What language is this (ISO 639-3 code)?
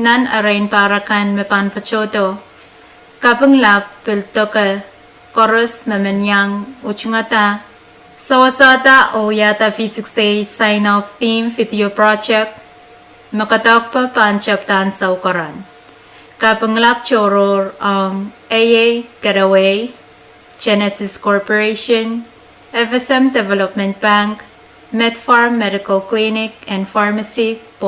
pon